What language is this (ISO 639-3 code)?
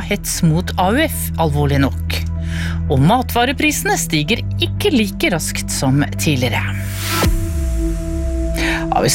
nor